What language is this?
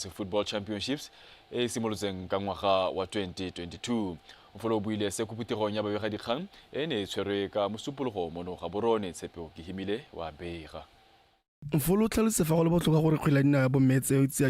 Tswana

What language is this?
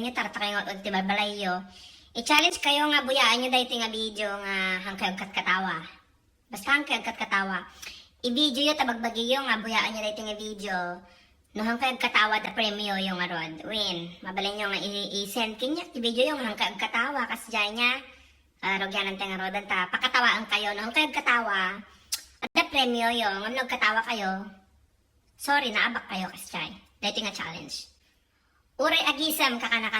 Iloko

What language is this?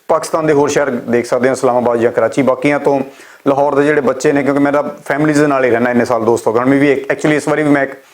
Western Panjabi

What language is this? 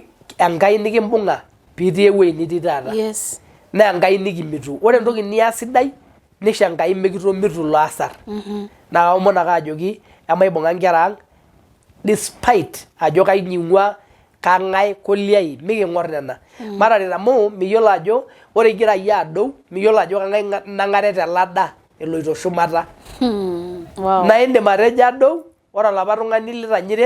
Masai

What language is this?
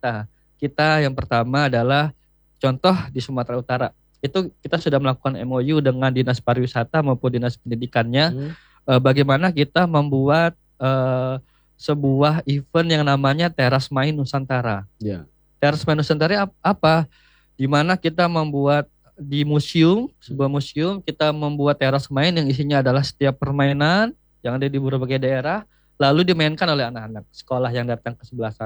Indonesian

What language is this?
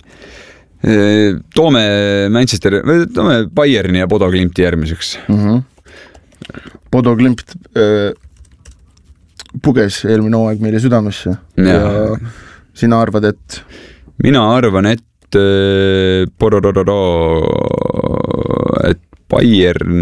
Estonian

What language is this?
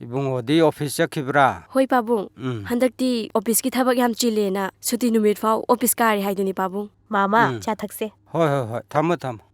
Manipuri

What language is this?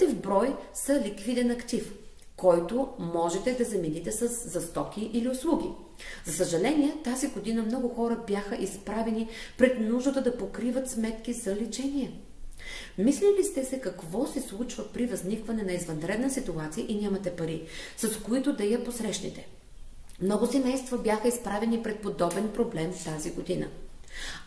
Bulgarian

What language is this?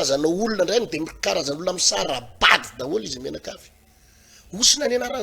Malagasy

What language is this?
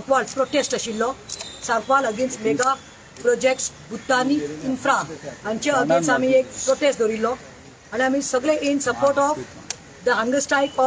Konkani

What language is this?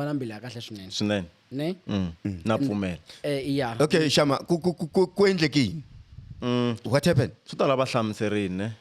Tsonga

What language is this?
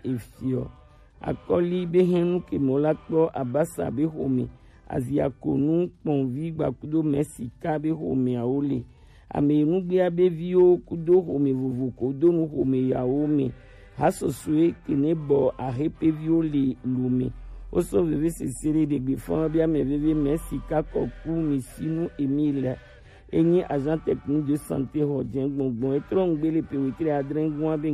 Gen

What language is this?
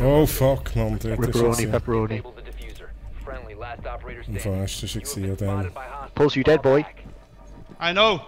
Swiss German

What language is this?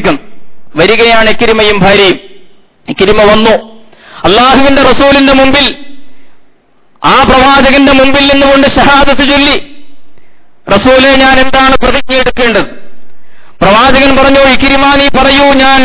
Malayalam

